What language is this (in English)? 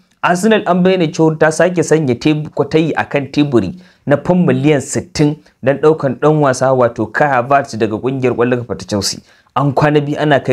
Hausa